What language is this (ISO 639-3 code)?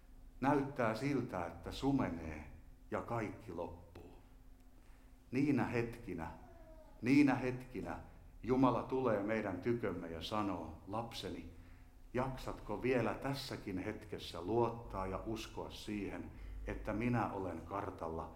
fin